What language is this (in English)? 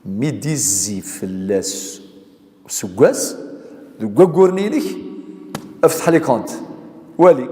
Kabyle